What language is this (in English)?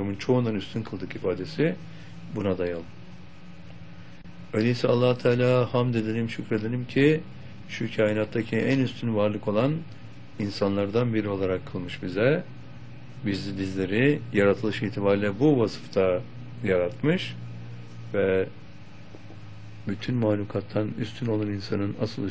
Turkish